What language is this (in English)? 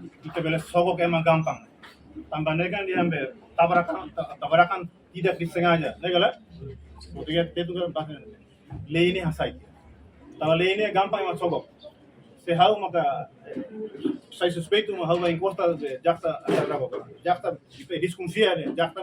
Tetum